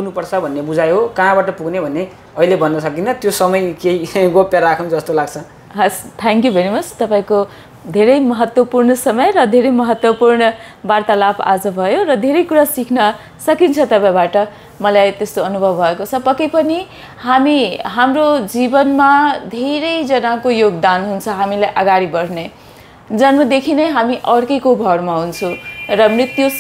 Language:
Nepali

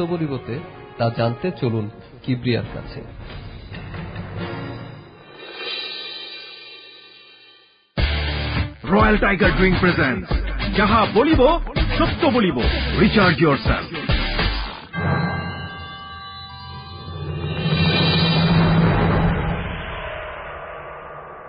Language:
Bangla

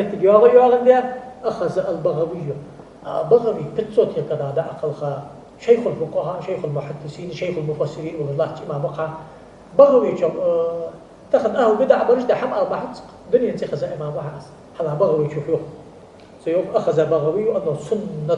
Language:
Ingush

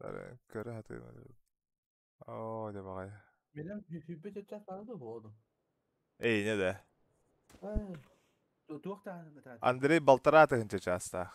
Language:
Yakut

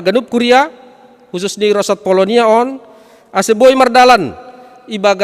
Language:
Batak Simalungun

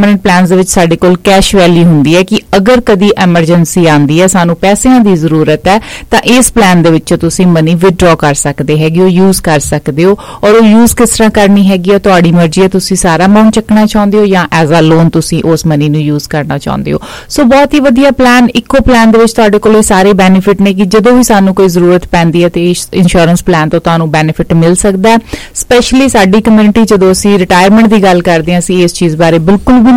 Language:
Punjabi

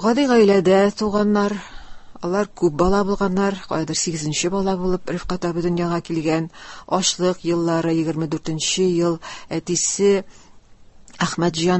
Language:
Tatar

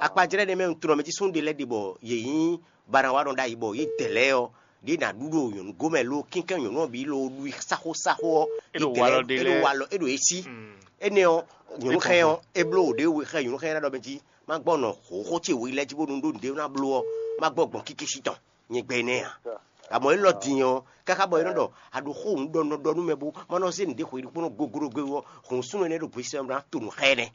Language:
Fon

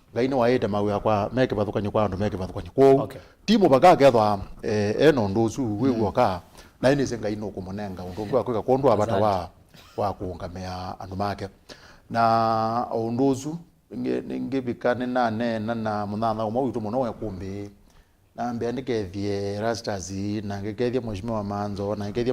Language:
Kamba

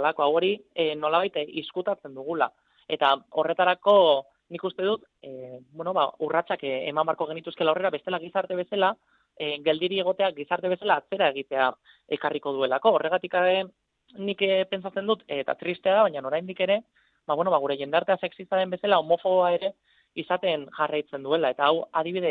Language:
Basque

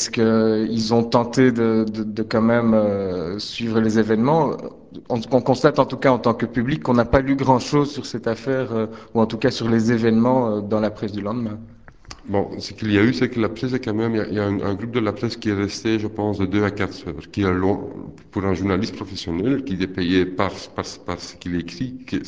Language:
French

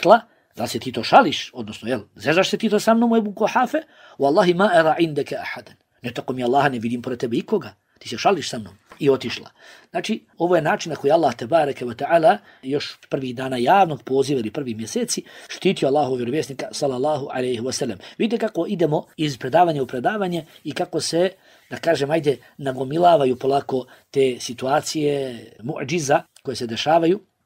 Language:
Bosnian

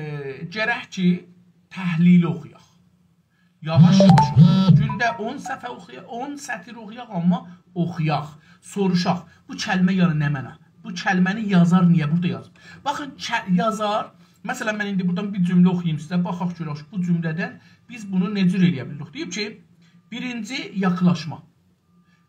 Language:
South Azerbaijani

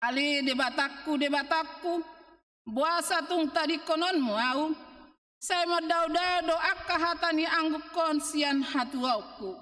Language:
Batak Toba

